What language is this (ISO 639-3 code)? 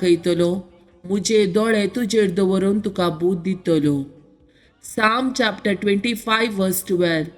kok